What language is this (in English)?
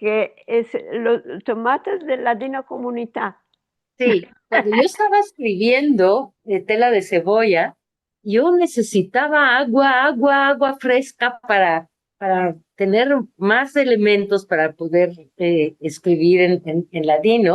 Ladino